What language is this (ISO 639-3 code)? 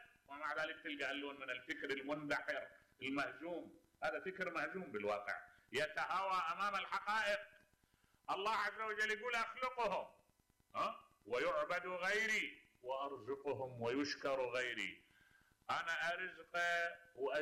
acm